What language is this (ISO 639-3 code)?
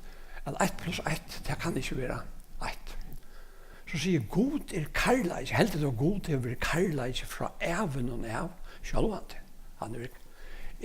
fao